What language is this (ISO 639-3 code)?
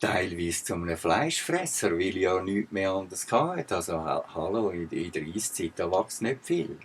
gsw